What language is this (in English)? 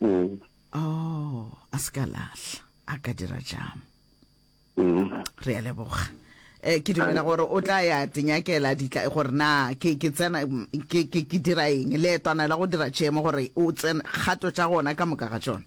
Northern Sotho